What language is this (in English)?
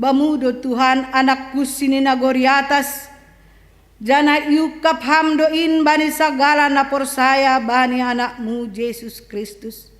Batak Simalungun